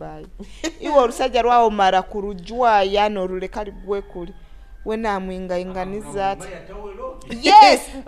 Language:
Nyoro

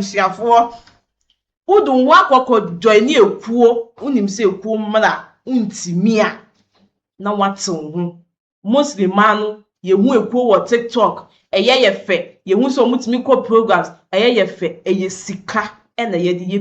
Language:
Akan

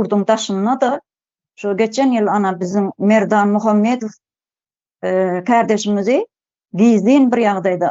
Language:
Turkmen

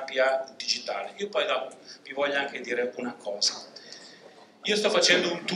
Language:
Italian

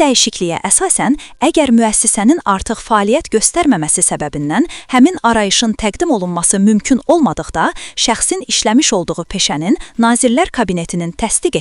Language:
Azerbaijani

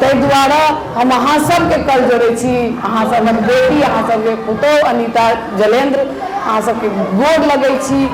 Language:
Maithili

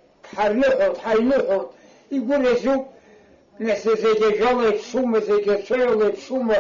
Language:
Abkhazian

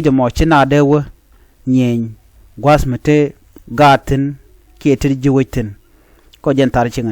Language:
Nuer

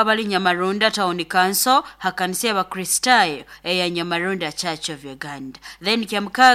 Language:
Nyoro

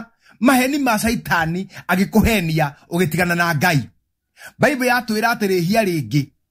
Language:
Kikuyu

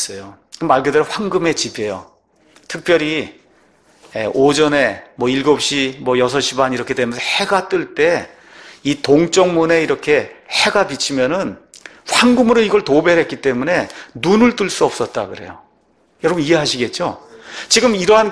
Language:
Korean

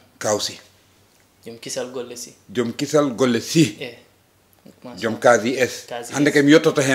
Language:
Fula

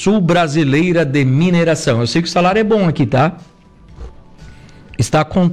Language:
Portuguese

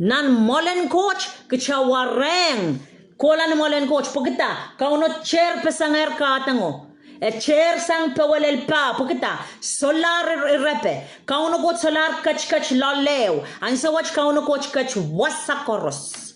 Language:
Pohnpeian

